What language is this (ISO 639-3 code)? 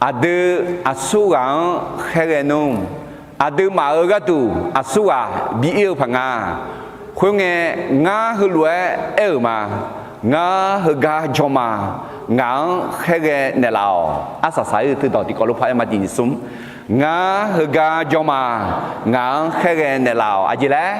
ahk